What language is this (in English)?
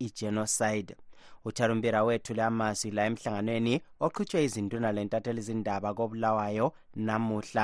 North Ndebele